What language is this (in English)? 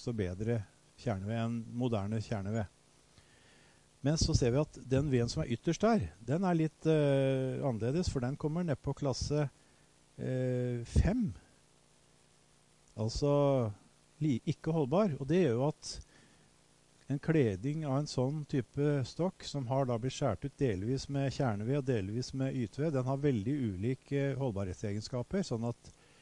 Norwegian